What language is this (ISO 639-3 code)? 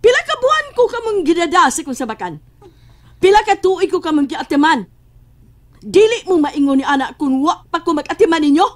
ceb